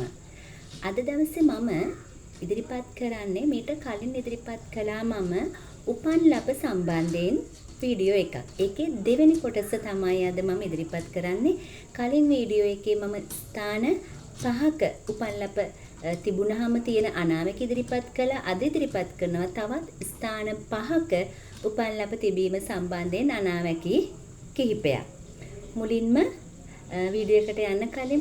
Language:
Sinhala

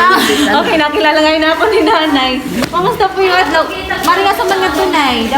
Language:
Waray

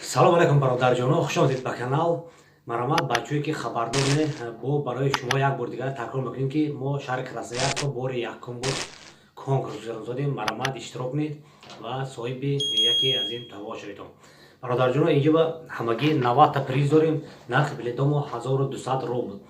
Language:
Tajik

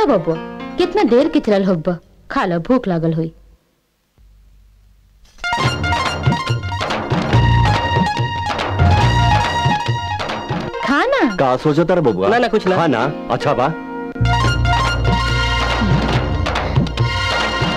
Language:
Bhojpuri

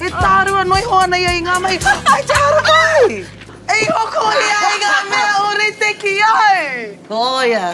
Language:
Māori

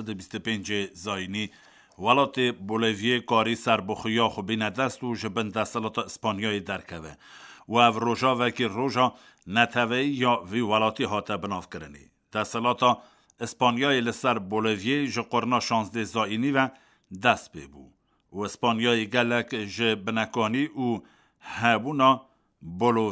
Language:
Kurdish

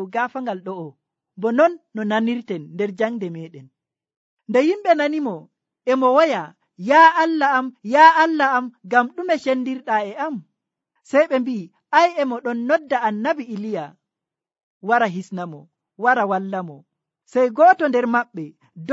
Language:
Nigerian Fulfulde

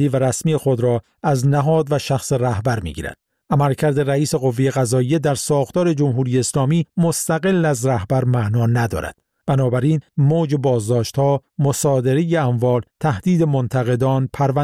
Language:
Persian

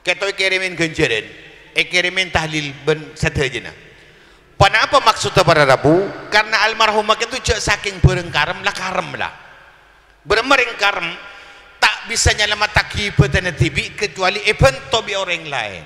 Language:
Madurese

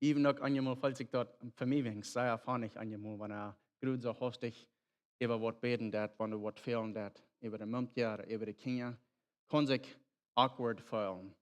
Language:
Plautdietsch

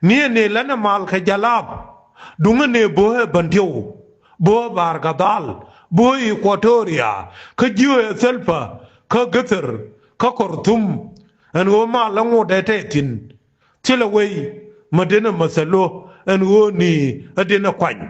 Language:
Nuer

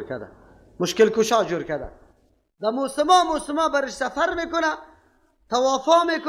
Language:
Persian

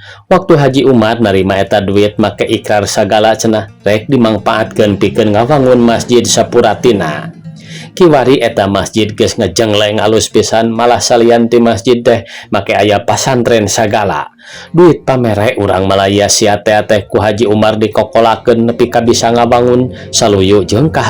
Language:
Sundanese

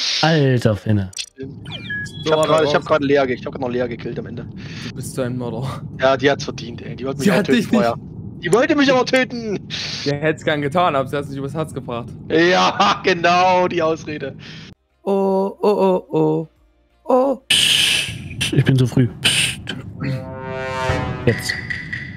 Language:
German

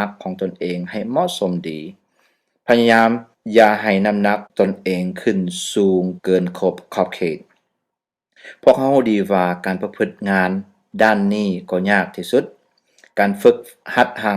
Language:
Lao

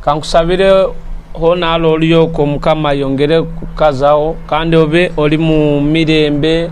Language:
Nyoro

